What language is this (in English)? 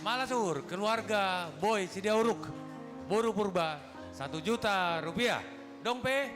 Batak Simalungun